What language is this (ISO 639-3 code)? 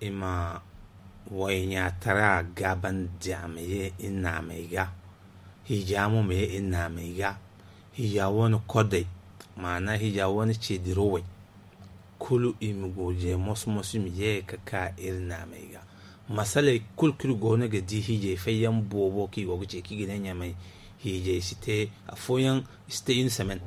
dje